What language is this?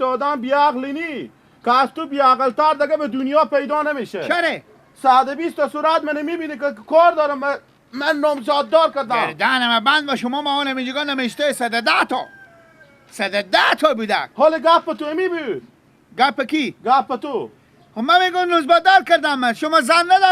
Persian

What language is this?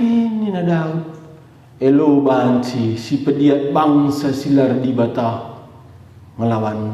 Batak Karo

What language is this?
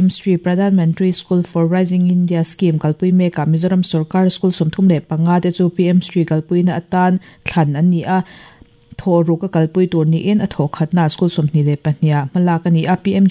Mizo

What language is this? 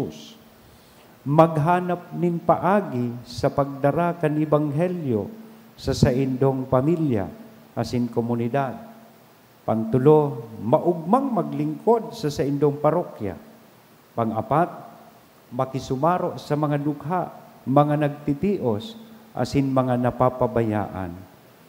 Bikol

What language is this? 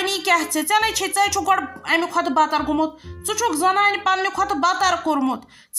Kashmiri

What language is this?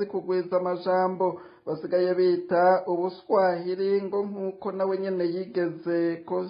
Rundi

